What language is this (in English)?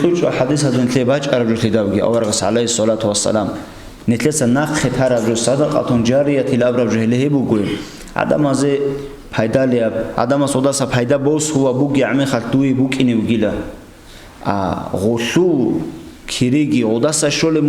Avaric